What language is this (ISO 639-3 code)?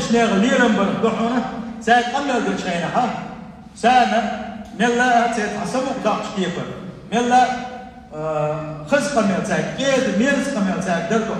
che